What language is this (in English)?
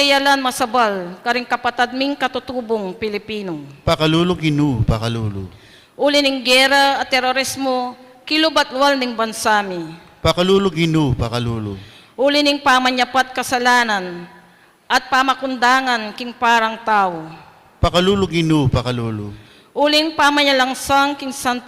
Pampanga